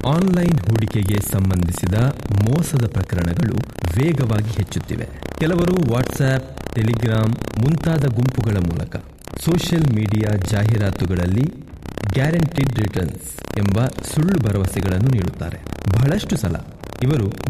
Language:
Kannada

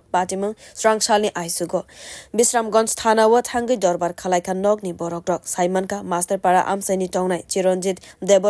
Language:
Kok Borok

